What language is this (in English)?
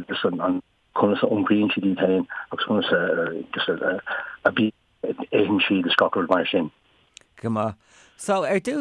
Irish